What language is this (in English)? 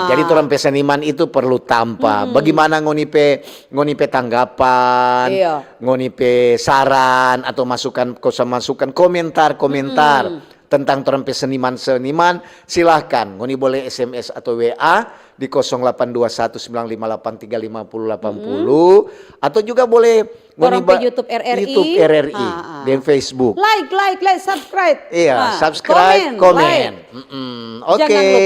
Manado Malay